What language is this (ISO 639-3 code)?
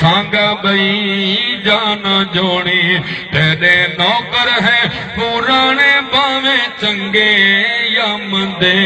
skr